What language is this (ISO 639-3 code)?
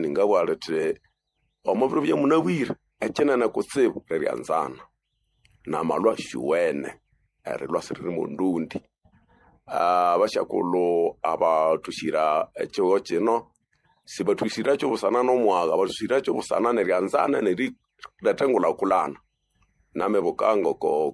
nnb